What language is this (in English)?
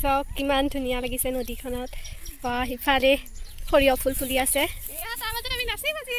Assamese